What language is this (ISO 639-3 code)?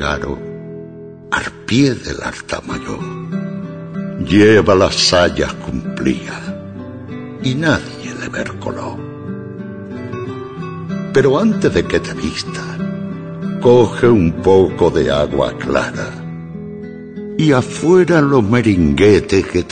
spa